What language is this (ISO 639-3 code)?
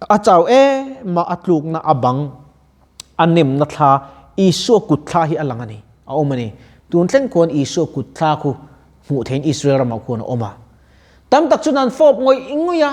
lus